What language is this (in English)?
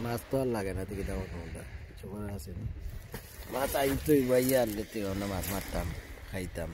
Sylheti